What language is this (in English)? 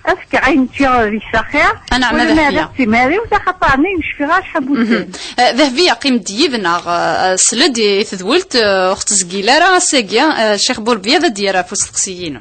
Kabyle